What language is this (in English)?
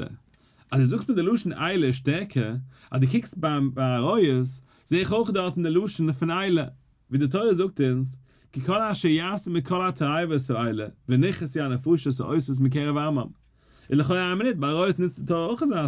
Yiddish